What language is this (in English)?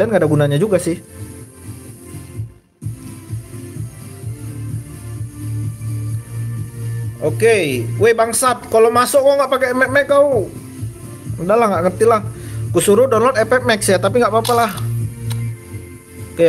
Indonesian